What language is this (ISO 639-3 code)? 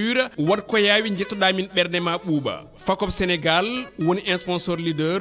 ful